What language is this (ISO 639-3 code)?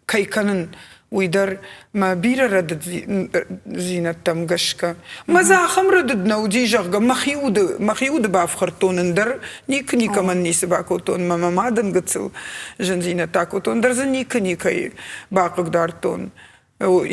oss